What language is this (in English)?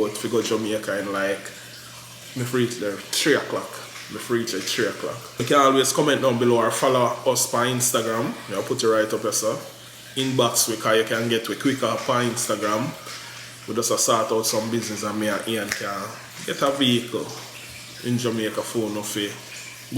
Jamaican Creole English